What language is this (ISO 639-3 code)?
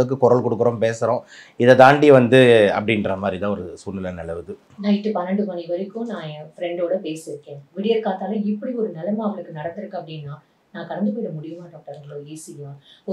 tam